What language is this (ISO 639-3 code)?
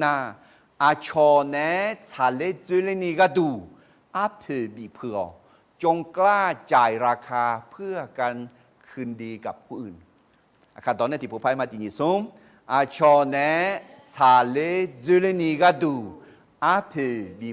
ahk